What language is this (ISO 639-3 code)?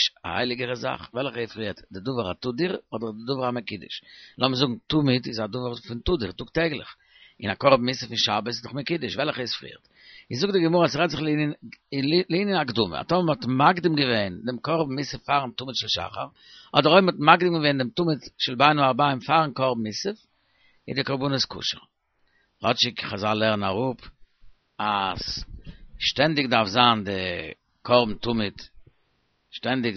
yid